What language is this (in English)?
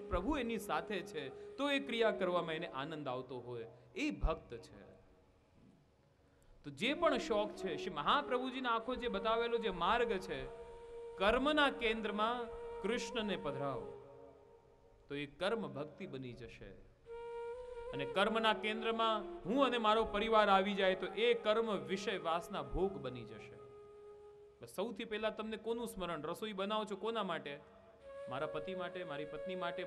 Gujarati